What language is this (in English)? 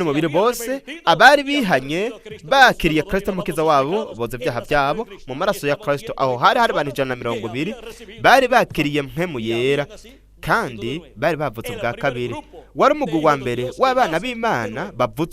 Rundi